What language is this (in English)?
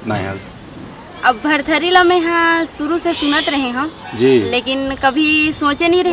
Chhattisgarhi